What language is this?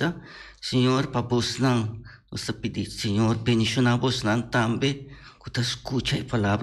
Papiamento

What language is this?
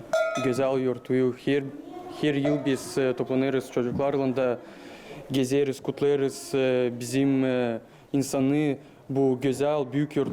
Gagauz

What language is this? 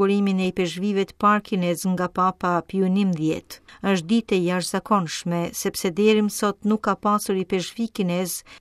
Albanian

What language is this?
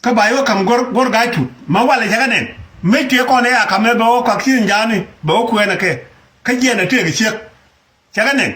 Nuer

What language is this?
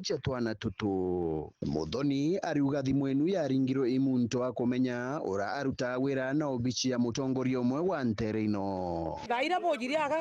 Meru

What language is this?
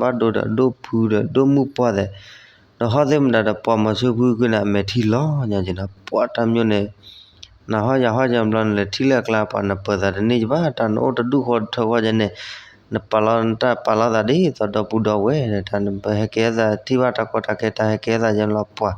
S'gaw Karen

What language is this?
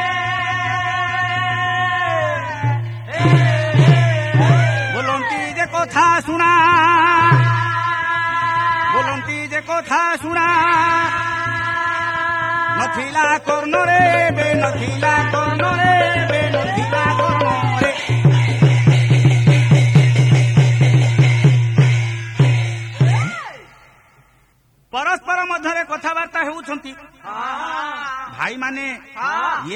Odia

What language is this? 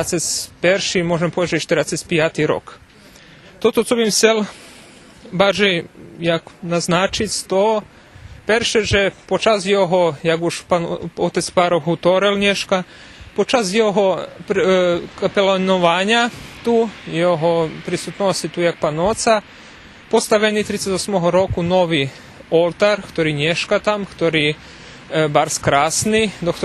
Rusyn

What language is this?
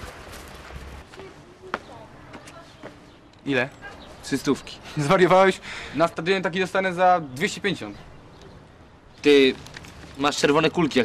Polish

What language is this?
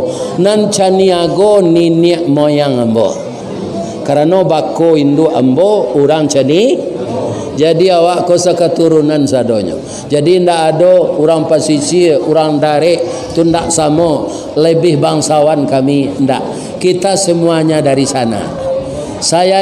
Minangkabau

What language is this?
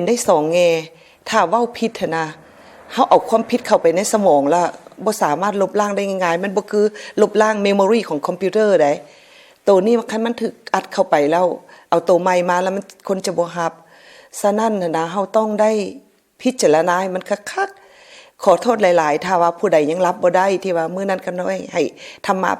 Lao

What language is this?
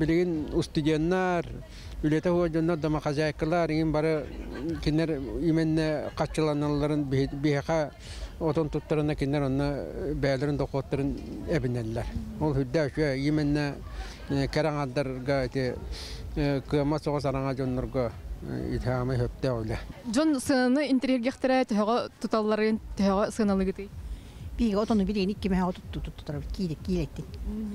Yakut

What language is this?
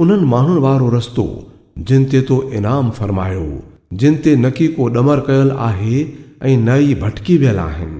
Sindhi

